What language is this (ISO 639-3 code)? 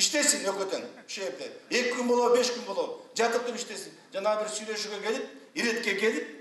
kir